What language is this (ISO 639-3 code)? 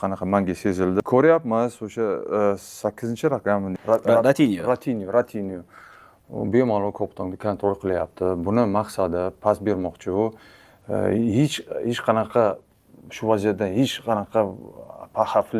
uzb